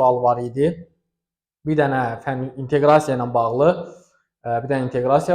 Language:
Azerbaijani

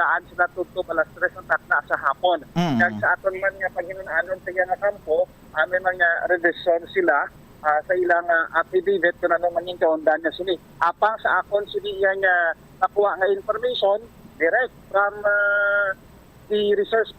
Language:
Hiligaynon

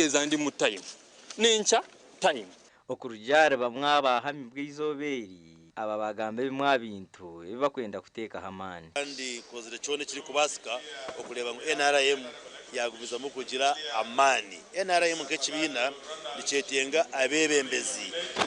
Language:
Nyankole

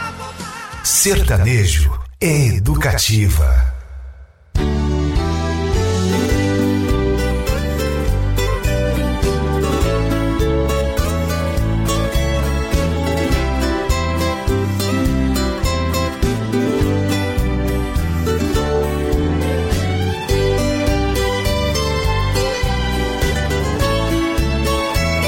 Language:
Portuguese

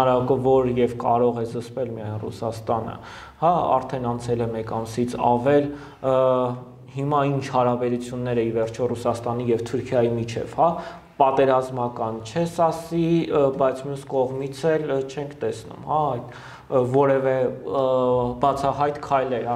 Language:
Armenian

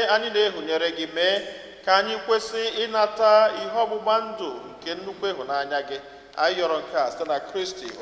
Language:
Igbo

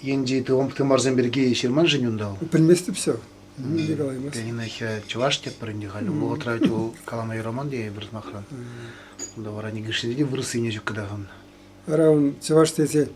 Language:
Chuvash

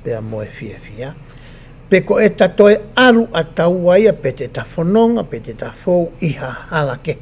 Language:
Tongan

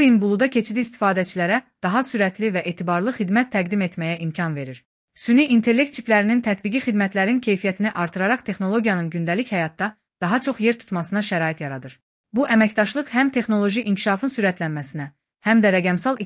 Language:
Azerbaijani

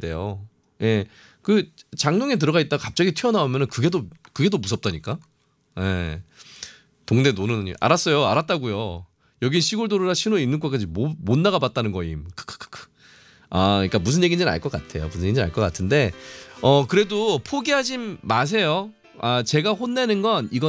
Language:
Korean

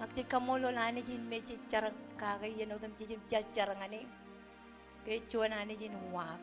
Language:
Marshallese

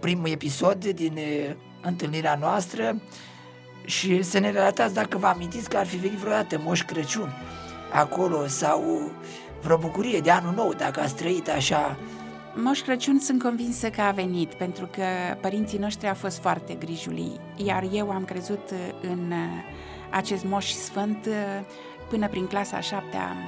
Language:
Romanian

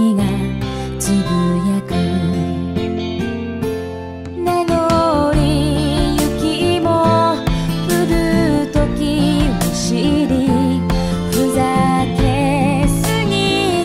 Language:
Japanese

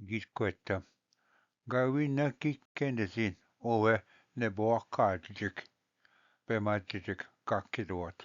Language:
Ojibwa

